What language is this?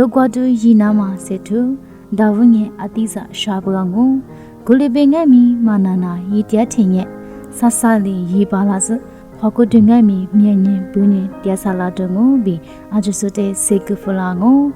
Lisu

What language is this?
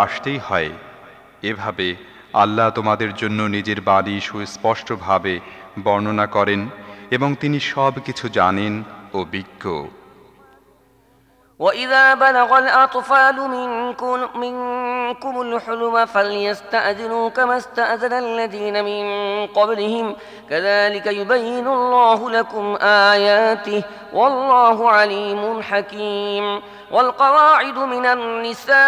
Bangla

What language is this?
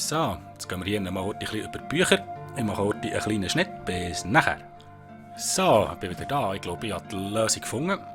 Swiss German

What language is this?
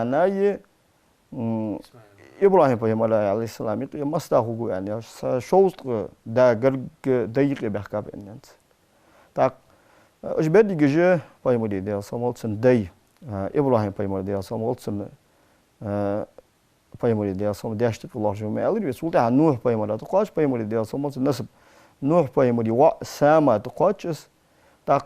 Ingush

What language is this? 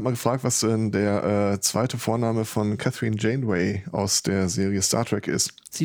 German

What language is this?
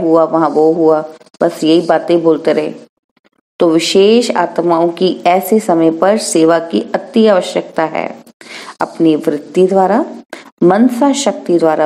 Hindi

